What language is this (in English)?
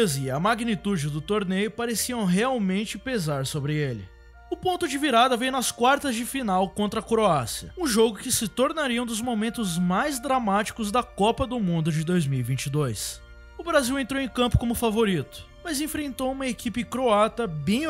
Portuguese